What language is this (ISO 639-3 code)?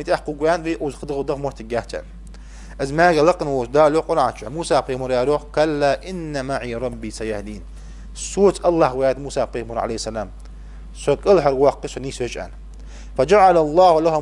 inh